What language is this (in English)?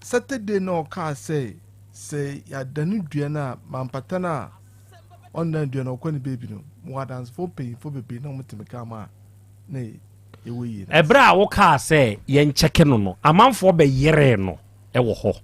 Akan